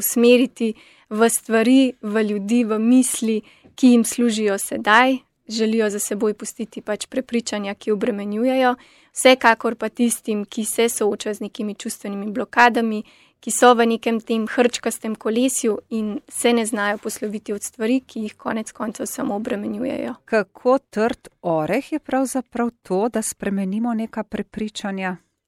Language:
Slovenian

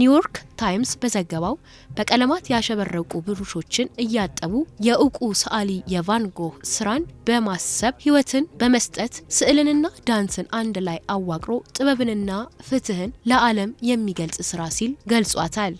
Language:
Amharic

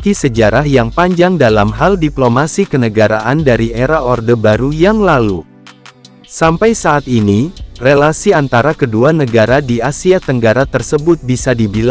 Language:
Indonesian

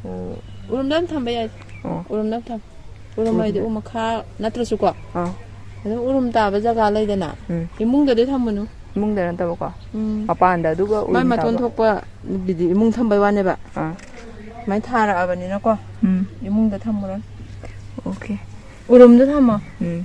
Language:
Manipuri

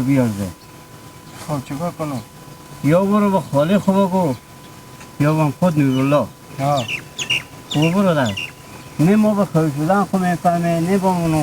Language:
Hazaragi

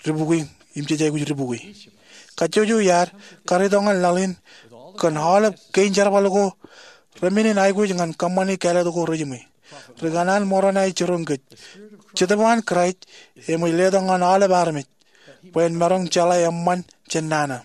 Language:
Marshallese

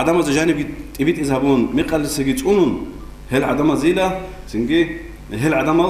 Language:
Avaric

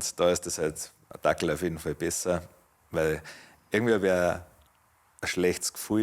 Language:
Bavarian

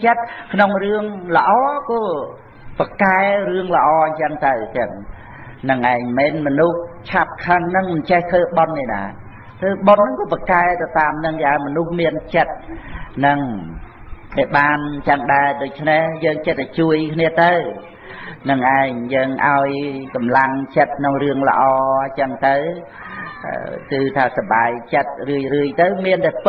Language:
Khmer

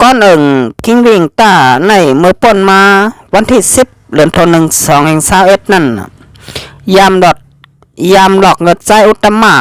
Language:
Shan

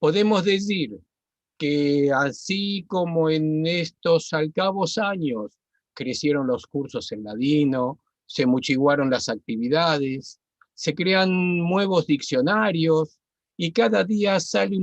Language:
Ladino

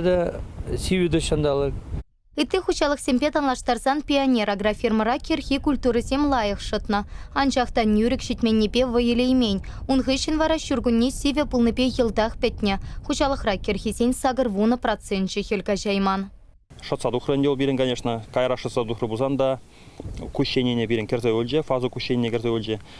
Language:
Chuvash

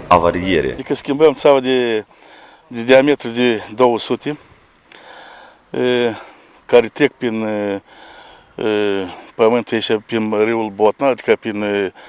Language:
Romanian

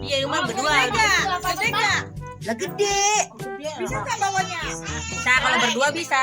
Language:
Betawi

